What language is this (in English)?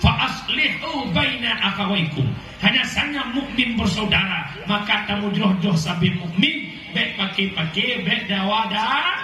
Achinese